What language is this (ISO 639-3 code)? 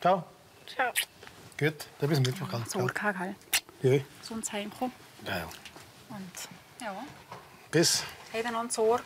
gsw